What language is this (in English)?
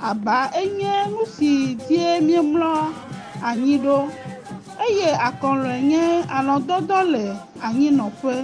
Ewe